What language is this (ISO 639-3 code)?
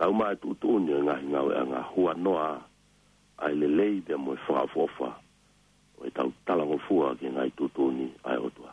ton